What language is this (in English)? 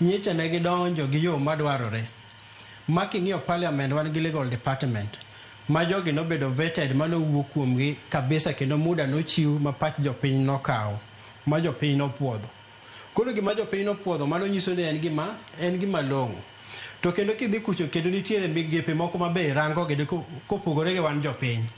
Luo (Kenya and Tanzania)